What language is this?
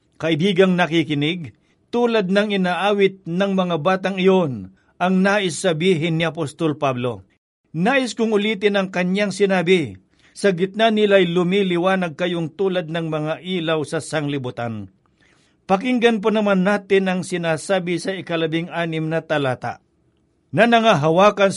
Filipino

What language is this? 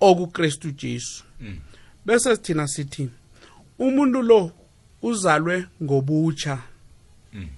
South Ndebele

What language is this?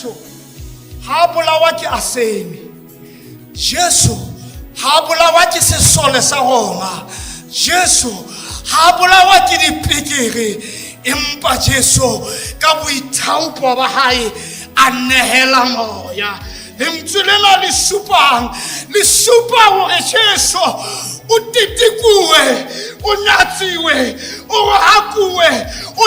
Southern Sotho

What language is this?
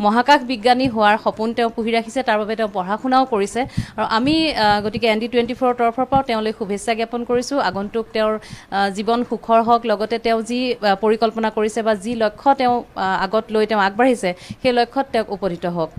Assamese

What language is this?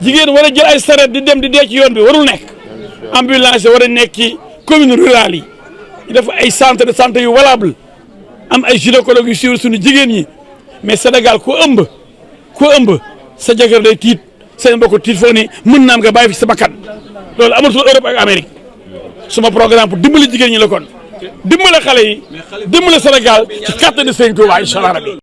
Wolof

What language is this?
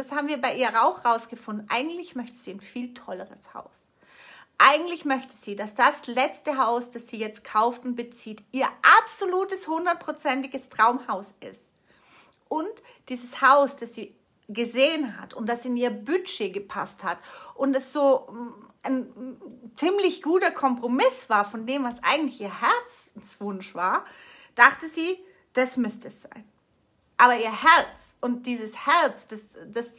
German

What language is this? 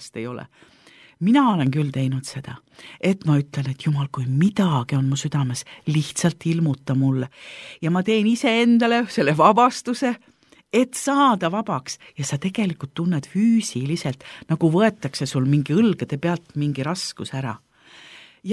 Estonian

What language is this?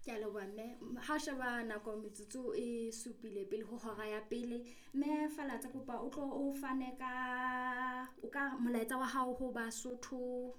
Southern Sotho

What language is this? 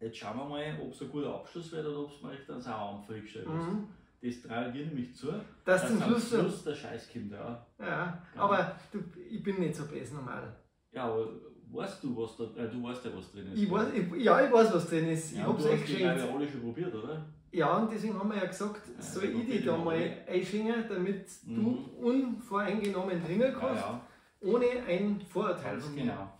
Bavarian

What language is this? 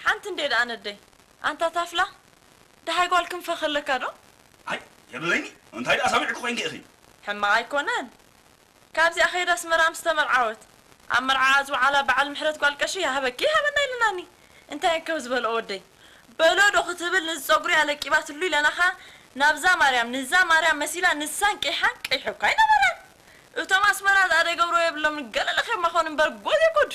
Tigrinya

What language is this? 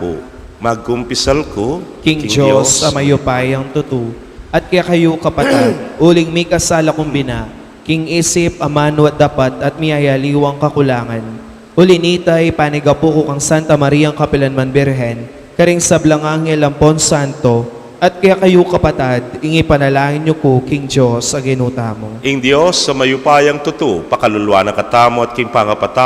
Pampanga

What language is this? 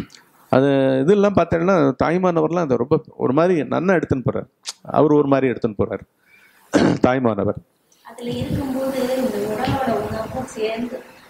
Tamil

